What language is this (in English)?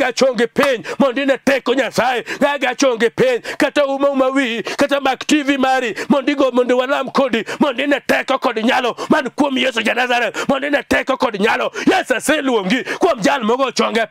Luo (Kenya and Tanzania)